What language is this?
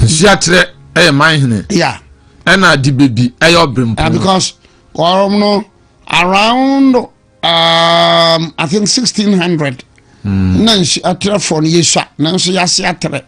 Akan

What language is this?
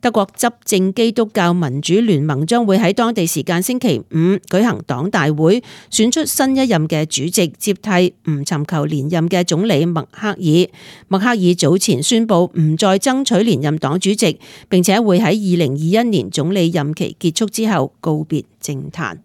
Cantonese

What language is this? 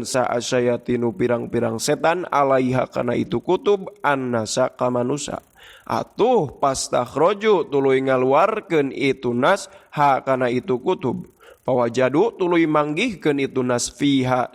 Sundanese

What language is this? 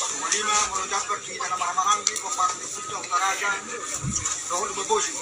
Batak Toba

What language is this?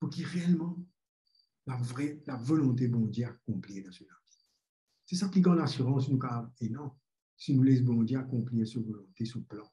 Morisyen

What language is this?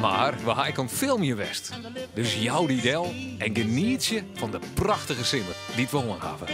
Western Frisian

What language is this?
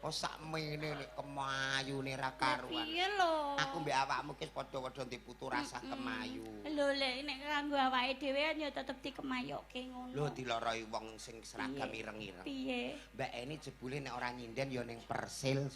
Javanese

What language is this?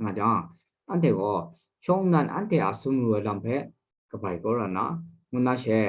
Kachin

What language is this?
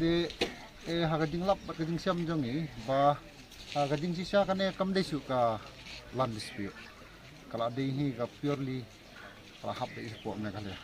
Khasi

